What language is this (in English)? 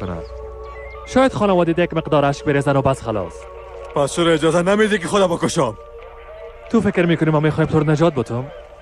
Persian